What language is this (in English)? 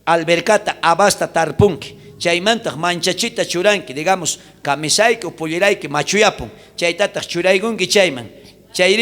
South Bolivian Quechua